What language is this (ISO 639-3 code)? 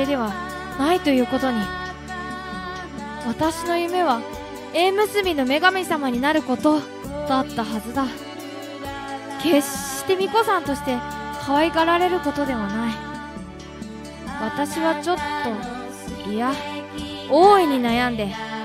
jpn